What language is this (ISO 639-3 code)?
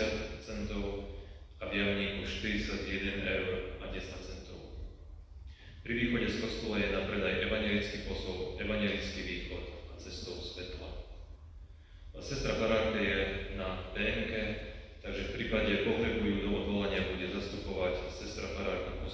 slk